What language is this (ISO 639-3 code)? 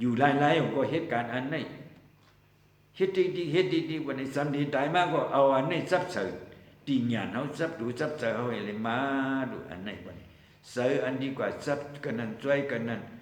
shn